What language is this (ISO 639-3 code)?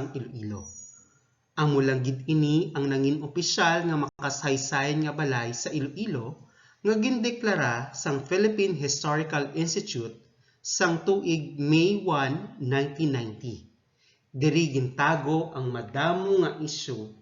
hil